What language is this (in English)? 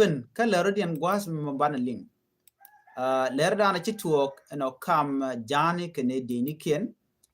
Nuer